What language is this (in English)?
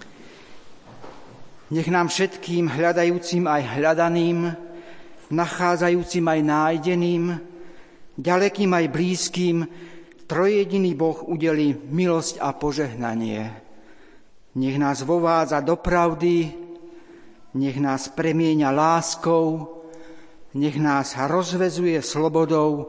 Slovak